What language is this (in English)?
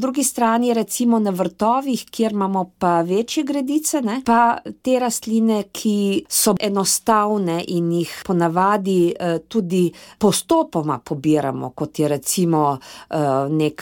Slovenian